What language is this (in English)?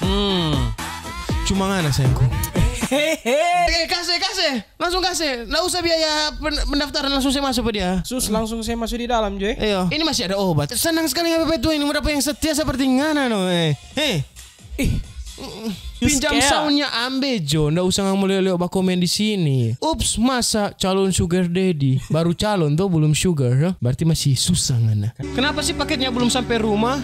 Manado Malay